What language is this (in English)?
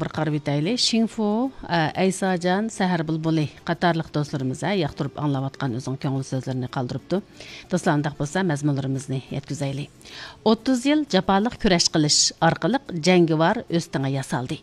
Uyghur